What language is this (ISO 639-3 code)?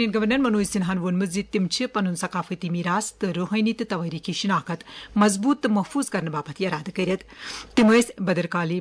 kas